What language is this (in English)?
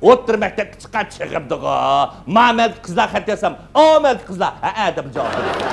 Uyghur